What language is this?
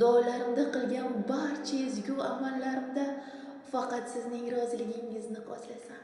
Uzbek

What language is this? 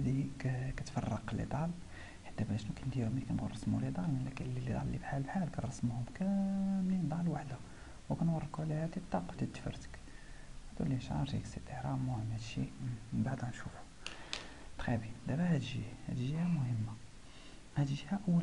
Moroccan Arabic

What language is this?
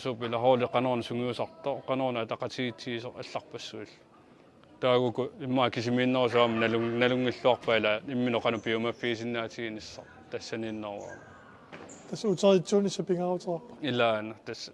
Kalaallisut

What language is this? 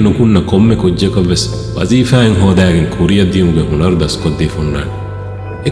Divehi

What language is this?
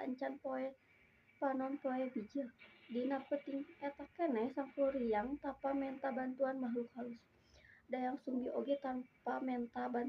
Sundanese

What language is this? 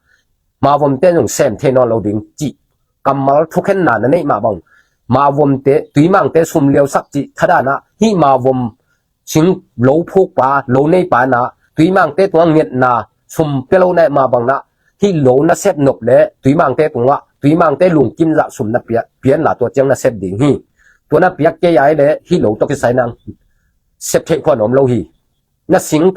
Tedim Chin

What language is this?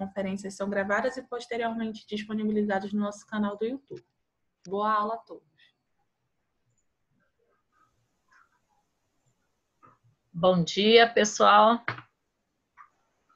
Portuguese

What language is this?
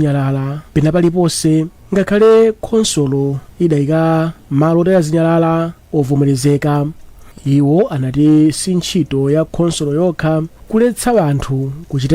Nyanja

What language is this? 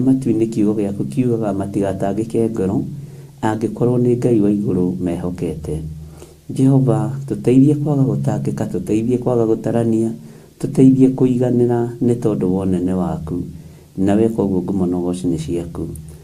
Kikuyu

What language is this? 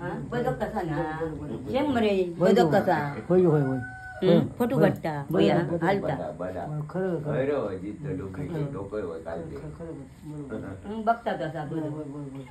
Konkani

